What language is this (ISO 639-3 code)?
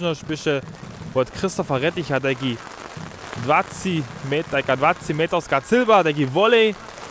hsb